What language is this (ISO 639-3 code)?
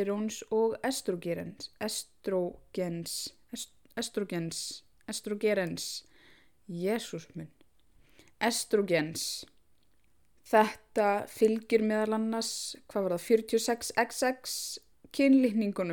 isl